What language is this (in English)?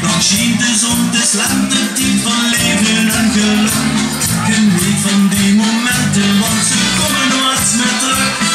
Limburgish